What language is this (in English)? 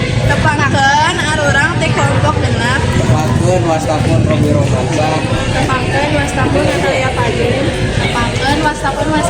Sundanese